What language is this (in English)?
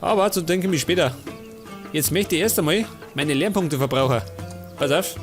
Bavarian